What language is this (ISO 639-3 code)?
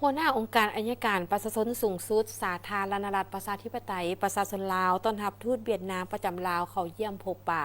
lao